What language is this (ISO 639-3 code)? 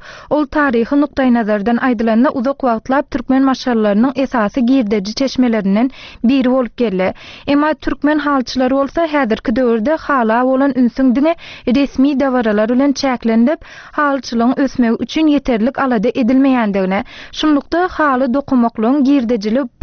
tuk